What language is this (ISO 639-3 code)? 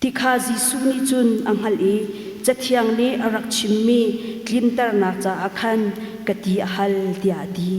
cnh